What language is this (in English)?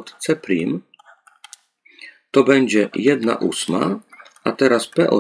Polish